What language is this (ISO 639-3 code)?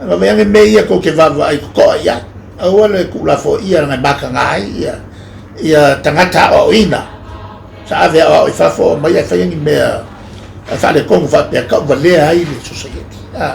smo